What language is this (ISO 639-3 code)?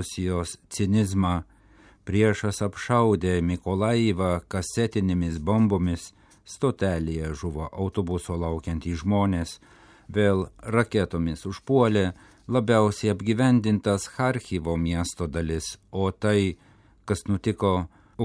lit